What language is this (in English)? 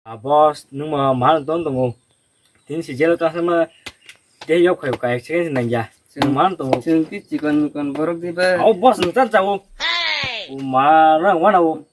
Kok Borok